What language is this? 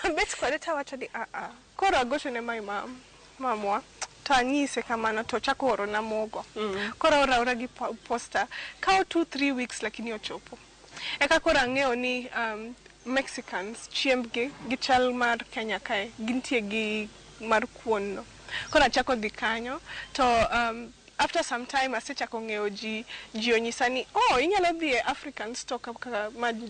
Luo (Kenya and Tanzania)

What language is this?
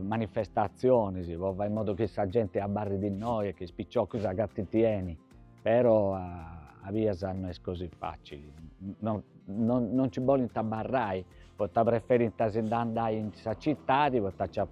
Sardinian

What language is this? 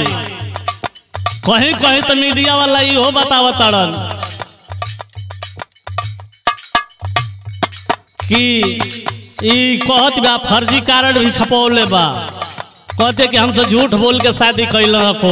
Bhojpuri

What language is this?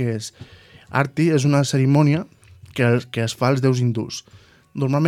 Catalan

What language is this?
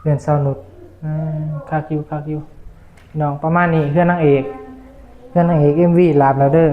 Northeastern Thai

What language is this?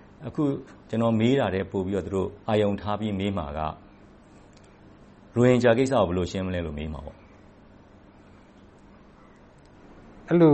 Burmese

